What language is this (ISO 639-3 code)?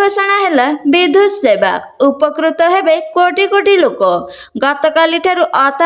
ori